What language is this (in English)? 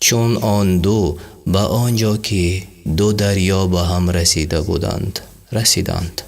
Tajik